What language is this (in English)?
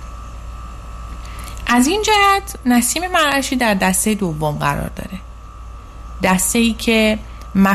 Persian